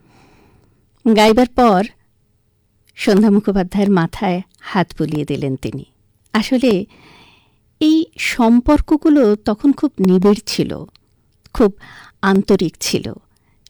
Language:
Bangla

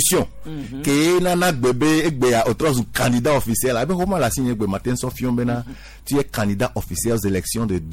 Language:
Gen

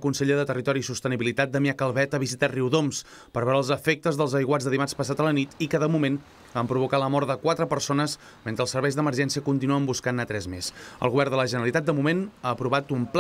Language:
Catalan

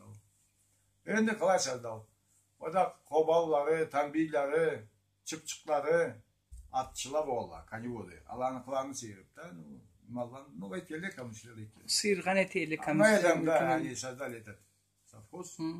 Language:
Karachay-Balkar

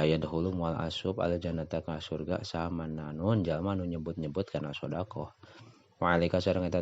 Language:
Sundanese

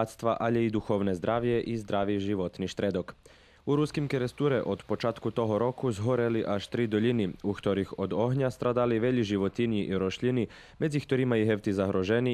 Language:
Rusyn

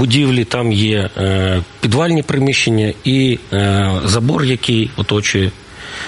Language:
Ukrainian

